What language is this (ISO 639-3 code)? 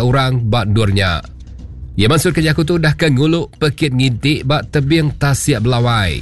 iba